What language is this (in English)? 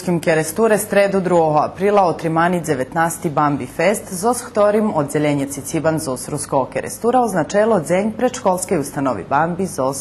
Rusyn